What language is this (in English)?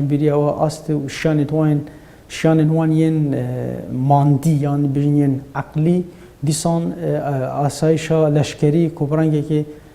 Kurdish